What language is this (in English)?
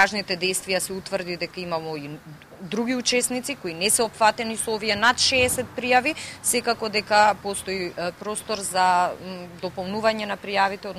Macedonian